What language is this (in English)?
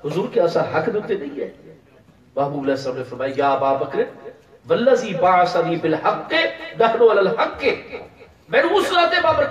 Saraiki